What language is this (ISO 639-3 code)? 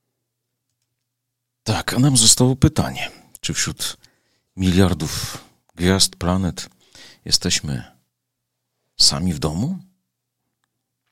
pol